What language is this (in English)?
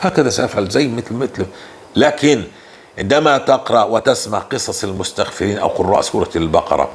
North Levantine Arabic